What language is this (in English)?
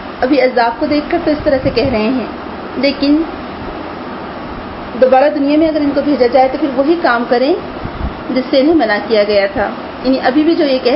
Urdu